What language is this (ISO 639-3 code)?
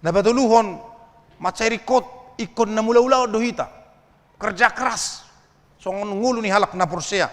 bbc